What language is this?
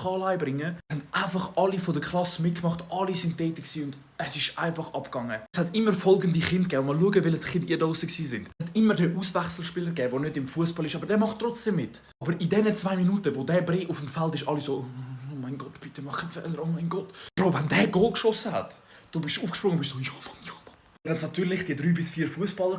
Swiss German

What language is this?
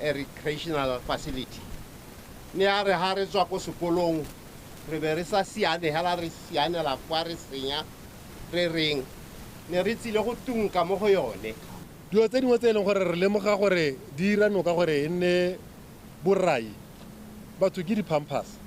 Tswana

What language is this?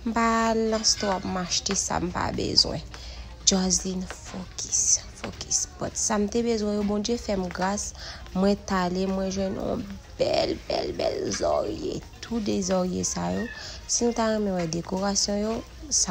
Haitian Creole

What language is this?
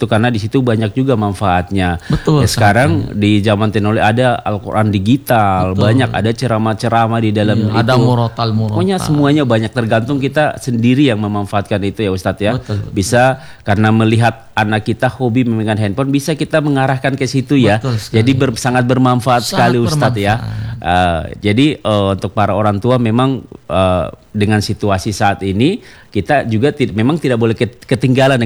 Indonesian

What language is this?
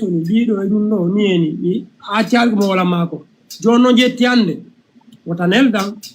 Fula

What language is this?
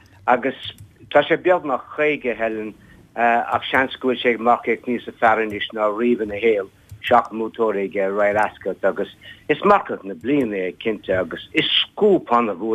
Irish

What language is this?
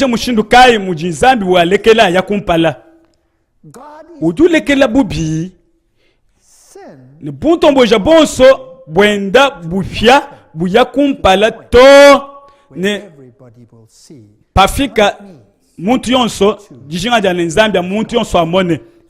Luba-Lulua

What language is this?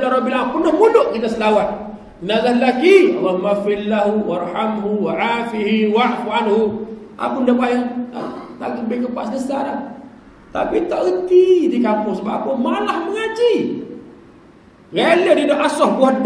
Malay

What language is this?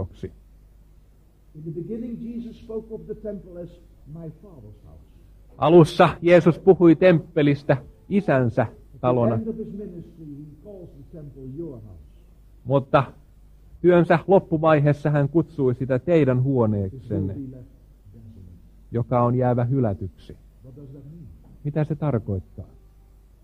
Finnish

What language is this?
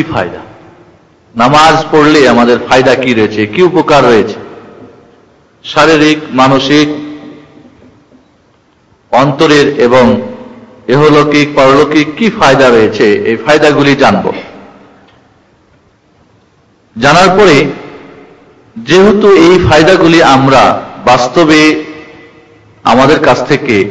Bangla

